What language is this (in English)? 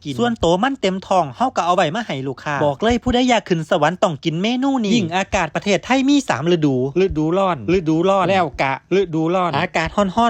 Northeastern Thai